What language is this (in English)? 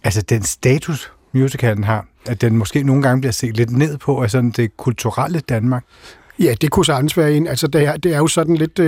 Danish